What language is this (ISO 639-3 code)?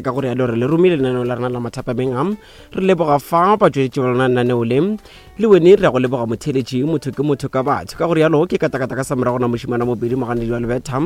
nso